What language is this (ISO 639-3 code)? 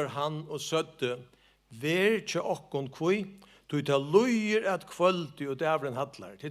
fao